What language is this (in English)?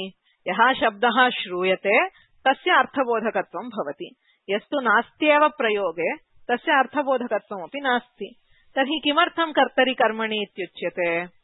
Sanskrit